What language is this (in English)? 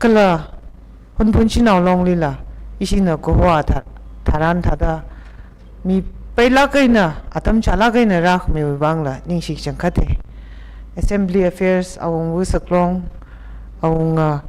Tangkhul Naga (India)